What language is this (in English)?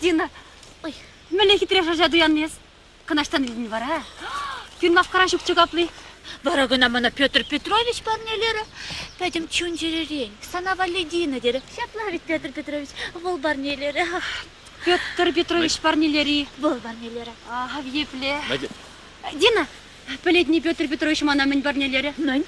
Chuvash